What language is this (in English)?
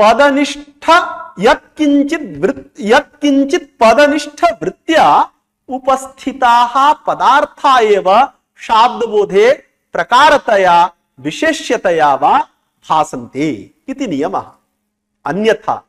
Sanskrit